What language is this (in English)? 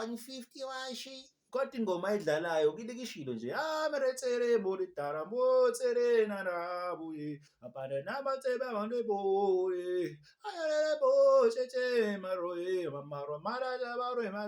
Zulu